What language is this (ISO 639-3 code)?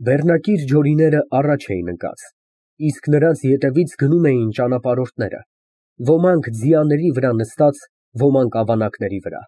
hye